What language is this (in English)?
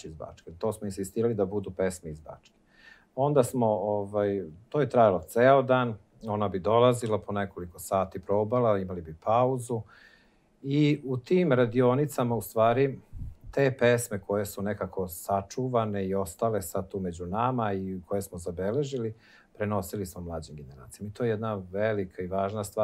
Serbian